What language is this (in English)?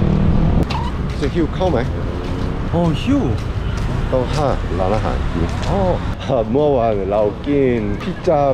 Thai